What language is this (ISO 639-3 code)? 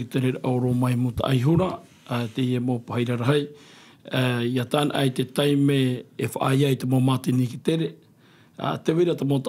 tah